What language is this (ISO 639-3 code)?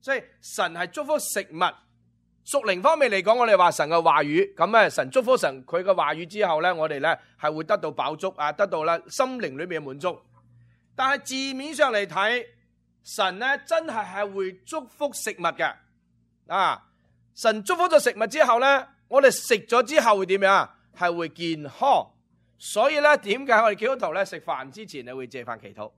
yue